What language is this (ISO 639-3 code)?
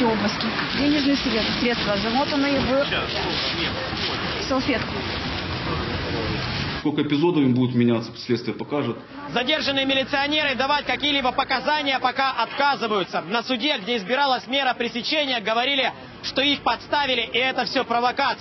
rus